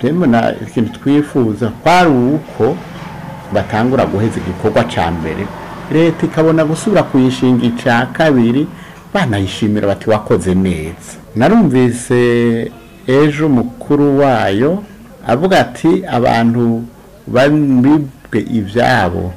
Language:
Rundi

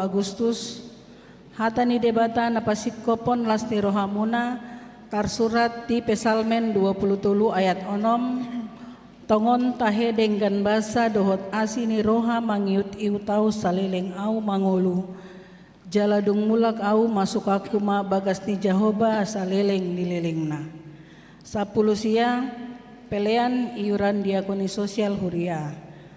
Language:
Batak Toba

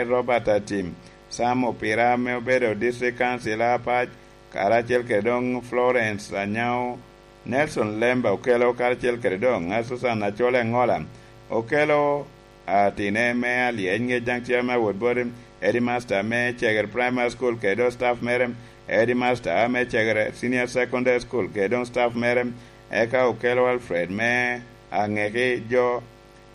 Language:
Lango (Uganda)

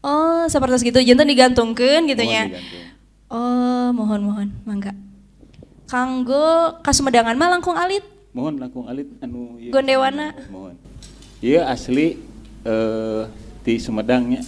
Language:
Sundanese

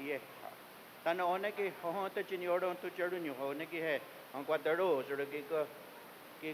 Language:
Mohawk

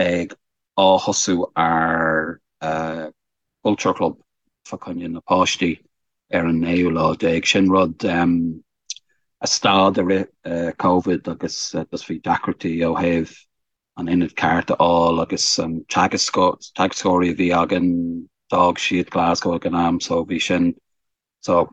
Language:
Irish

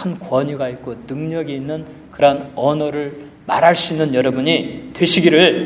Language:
Korean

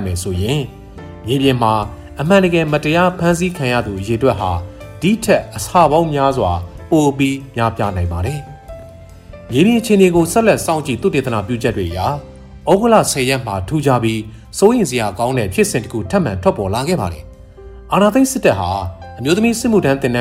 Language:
Burmese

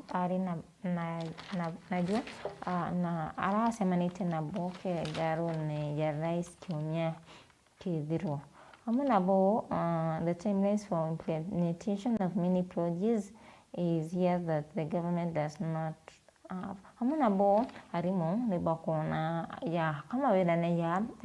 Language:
Meru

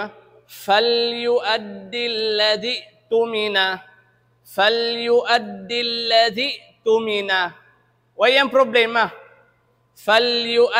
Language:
Tausug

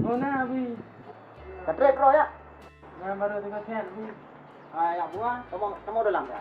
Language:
Achinese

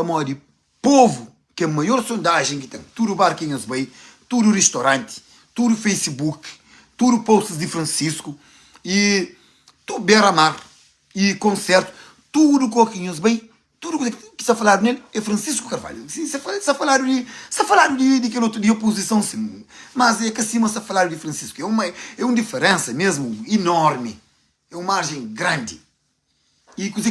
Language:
Kabuverdianu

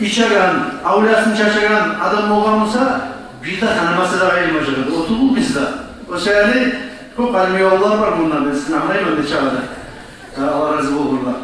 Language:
Kumyk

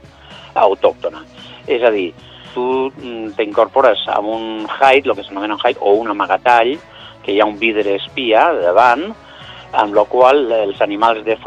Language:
Catalan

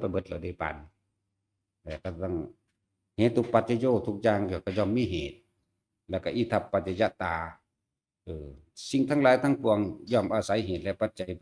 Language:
Northeastern Thai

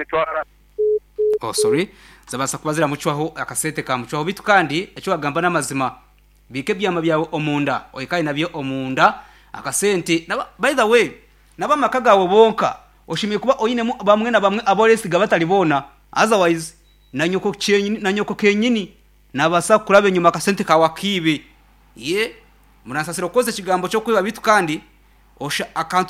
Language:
Nyankole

